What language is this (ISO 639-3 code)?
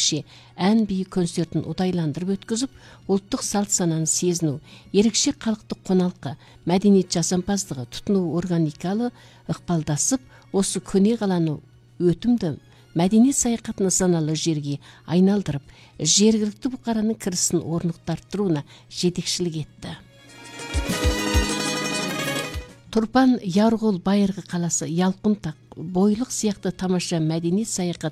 kaz